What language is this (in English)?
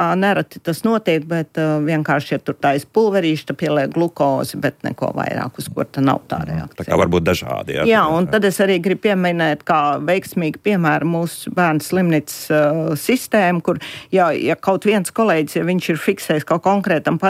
Latvian